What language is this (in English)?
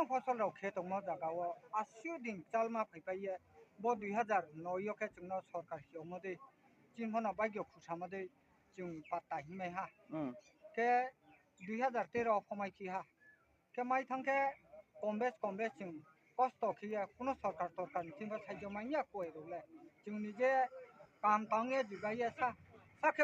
Riang (India)